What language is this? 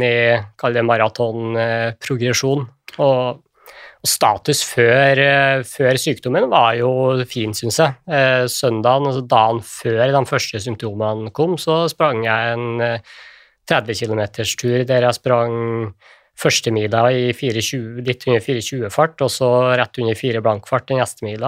Norwegian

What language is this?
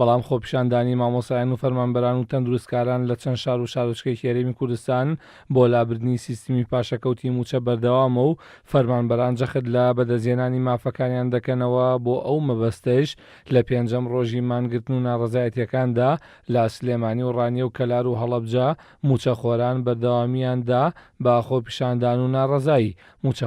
Central Kurdish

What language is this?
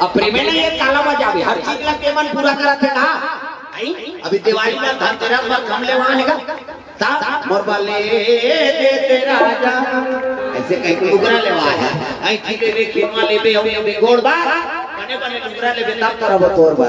Chhattisgarhi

